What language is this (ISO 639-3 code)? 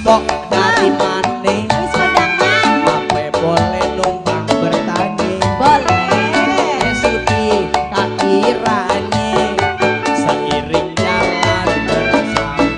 bew